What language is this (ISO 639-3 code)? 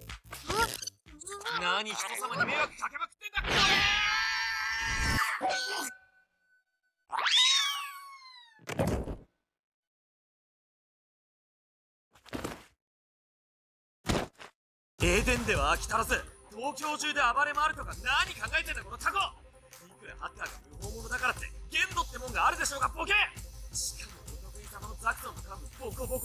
jpn